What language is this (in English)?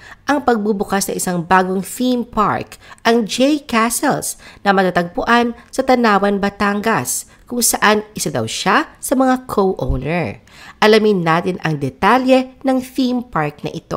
Filipino